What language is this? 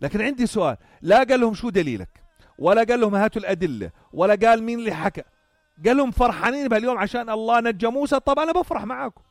North Levantine Arabic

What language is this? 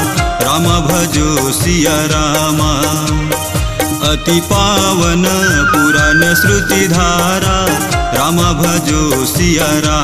Chhattisgarhi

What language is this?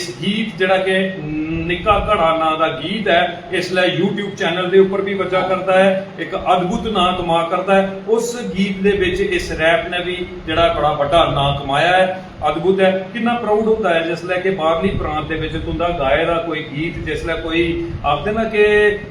Dogri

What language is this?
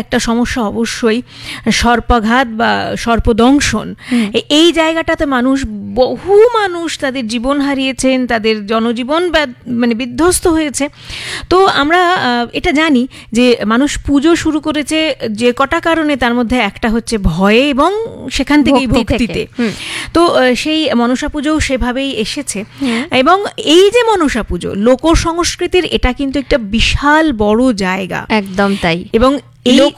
Bangla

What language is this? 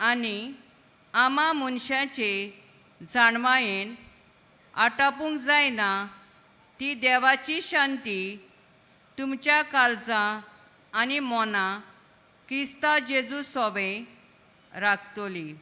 Konkani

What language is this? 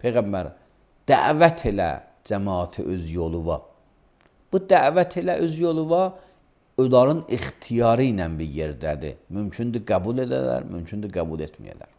Azerbaijani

